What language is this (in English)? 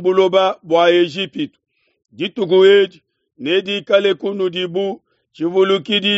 Luba-Lulua